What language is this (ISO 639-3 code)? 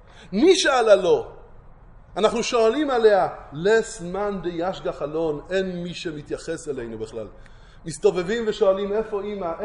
heb